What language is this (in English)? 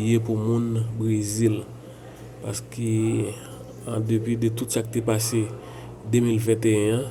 Haitian Creole